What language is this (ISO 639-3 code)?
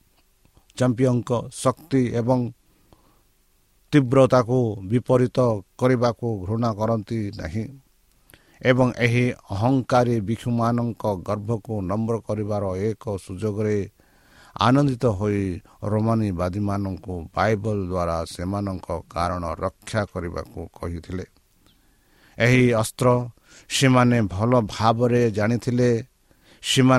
ori